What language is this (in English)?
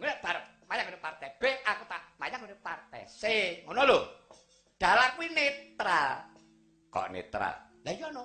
Javanese